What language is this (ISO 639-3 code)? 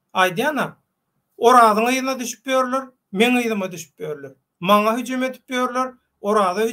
tuk